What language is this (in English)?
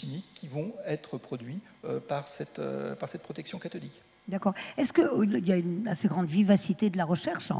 French